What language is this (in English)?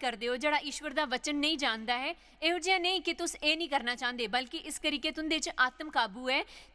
Dogri